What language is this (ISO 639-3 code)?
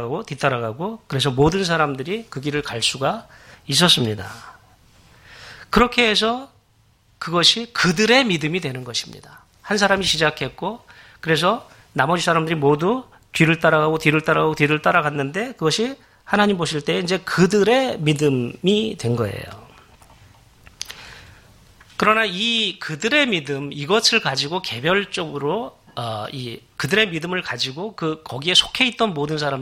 kor